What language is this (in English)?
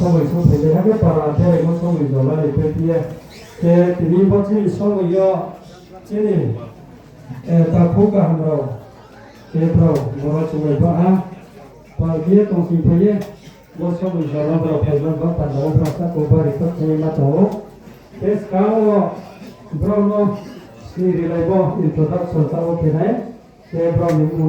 Riang (India)